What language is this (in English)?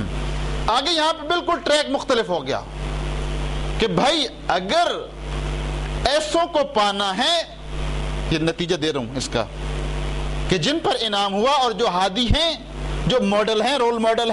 Urdu